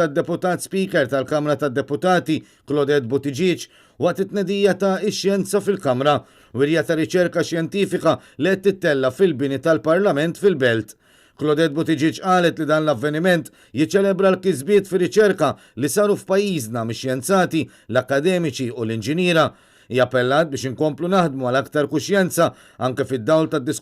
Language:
Maltese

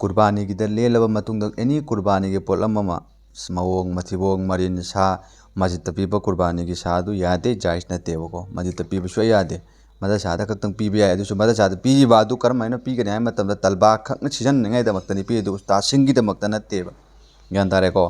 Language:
Manipuri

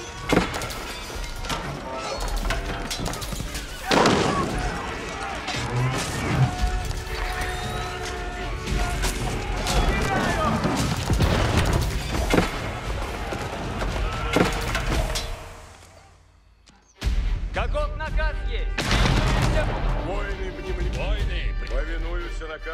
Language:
Russian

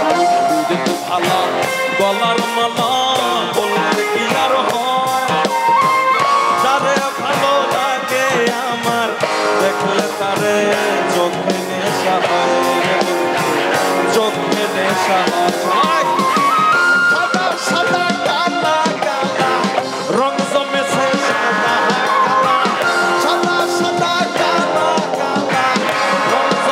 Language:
Bangla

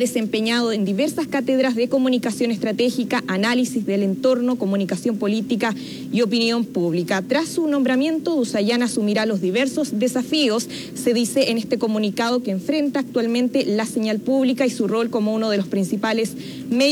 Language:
Spanish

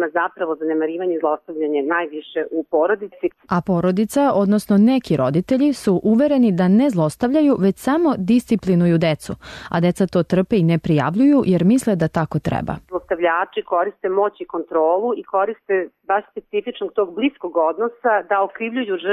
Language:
Serbian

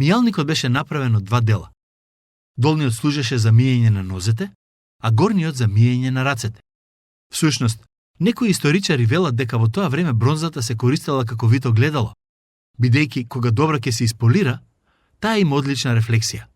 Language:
Macedonian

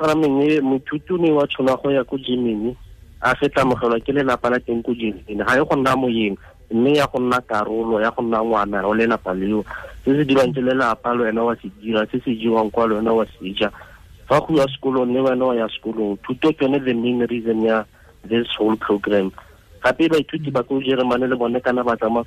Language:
Tswana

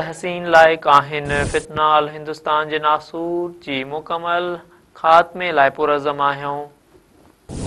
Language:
Sindhi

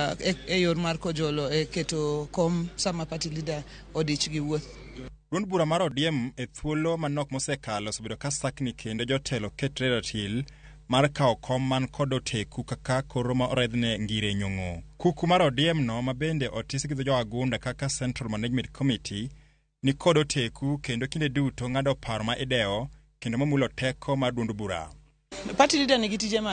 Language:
Luo (Kenya and Tanzania)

